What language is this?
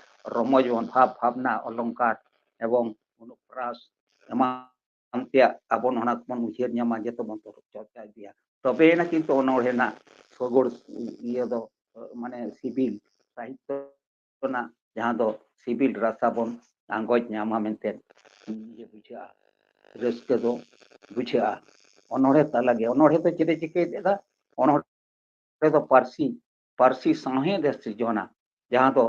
Santali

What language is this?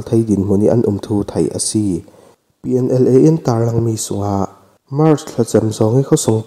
Falam Chin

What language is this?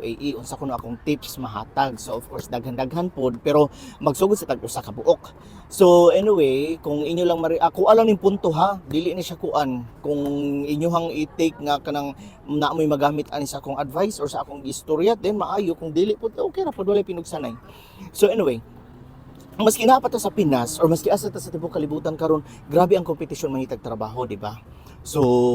Cebuano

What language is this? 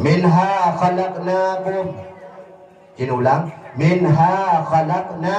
Achinese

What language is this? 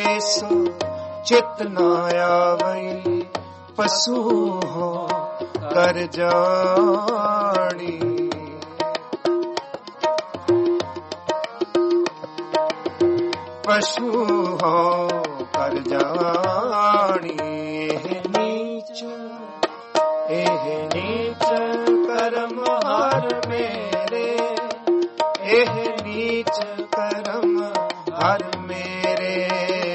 Punjabi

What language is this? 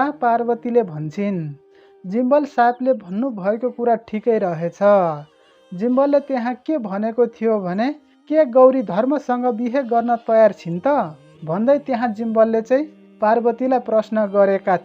Nepali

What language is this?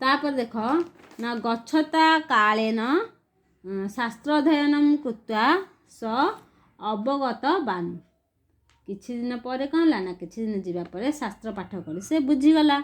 Odia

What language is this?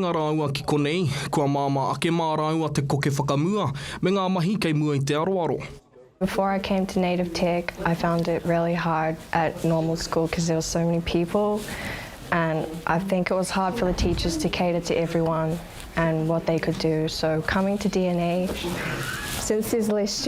Māori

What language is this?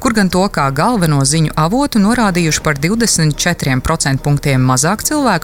Latvian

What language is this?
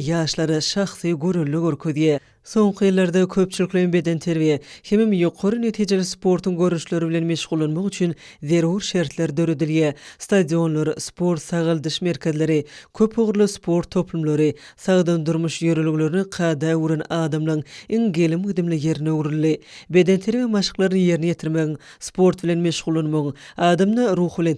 Turkmen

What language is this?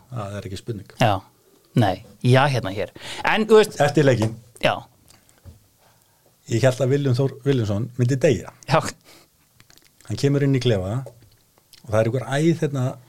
Icelandic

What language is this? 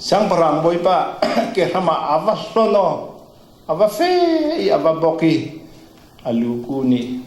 Falam Chin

